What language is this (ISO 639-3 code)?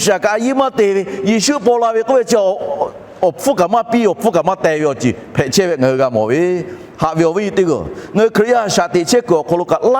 lhu